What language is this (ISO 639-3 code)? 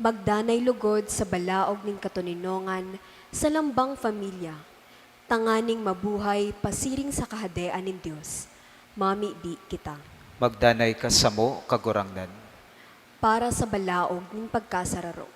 bik